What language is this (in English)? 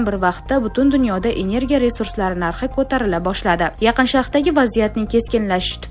Uzbek